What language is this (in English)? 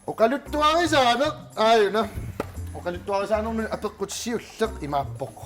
Kalaallisut